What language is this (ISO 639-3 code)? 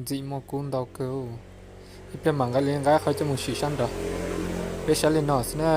hmn